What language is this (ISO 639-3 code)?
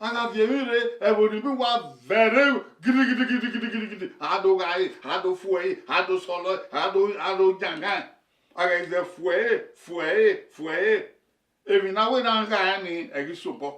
bin